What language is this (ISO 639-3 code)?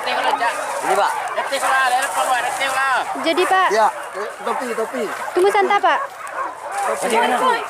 min